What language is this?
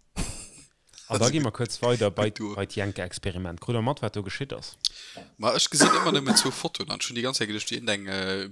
Luxembourgish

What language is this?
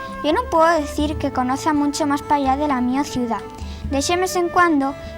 Asturian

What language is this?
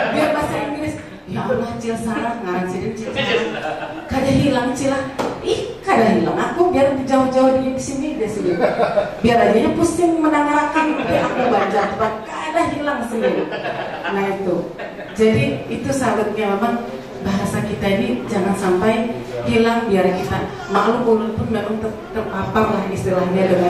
Banjar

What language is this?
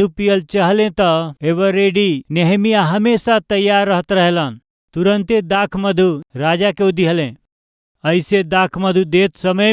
Bhojpuri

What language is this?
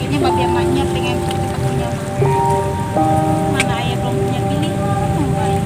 Betawi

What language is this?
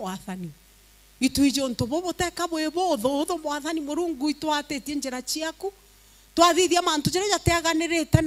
Meru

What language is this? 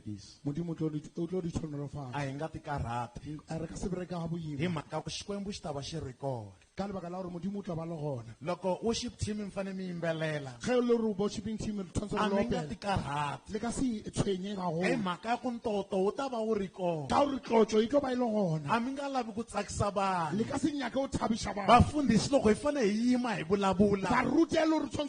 Tsonga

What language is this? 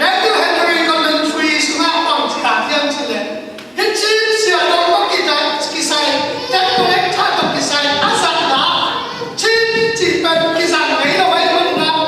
Tedim Chin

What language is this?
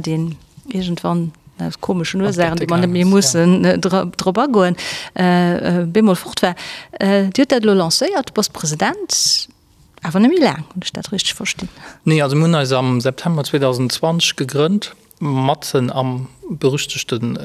Luxembourgish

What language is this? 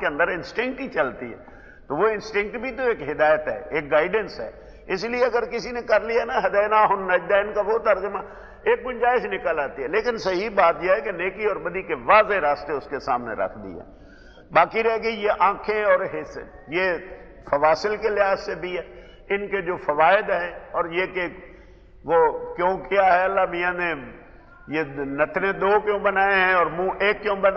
Urdu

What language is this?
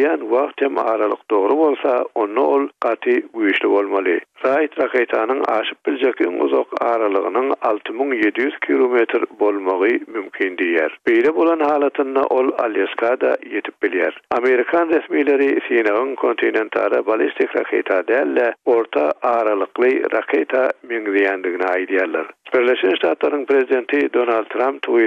Turkmen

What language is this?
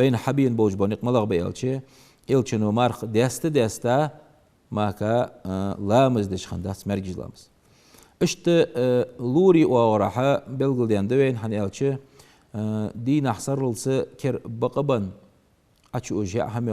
Ingush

